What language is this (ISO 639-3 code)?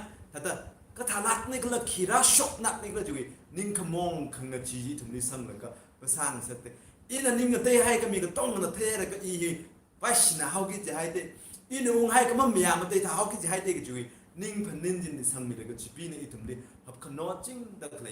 nmf